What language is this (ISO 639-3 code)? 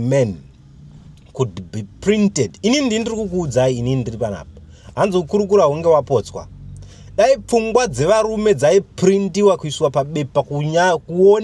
sna